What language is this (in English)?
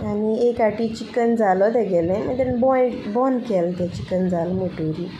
Konkani